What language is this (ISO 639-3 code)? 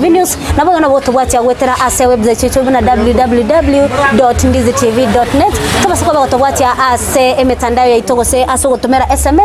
guz